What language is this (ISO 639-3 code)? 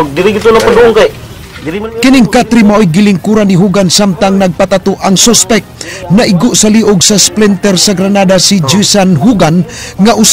ceb